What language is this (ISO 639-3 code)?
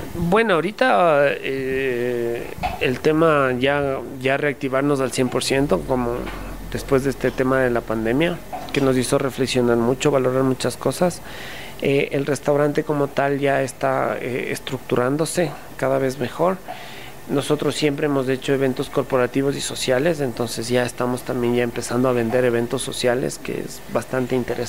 spa